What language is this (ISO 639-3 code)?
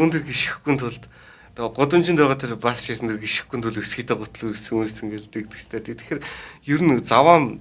mon